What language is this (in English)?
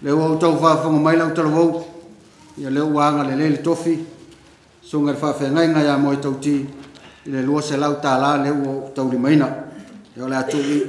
Samoan